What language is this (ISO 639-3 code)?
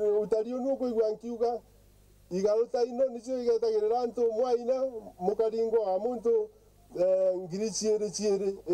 mer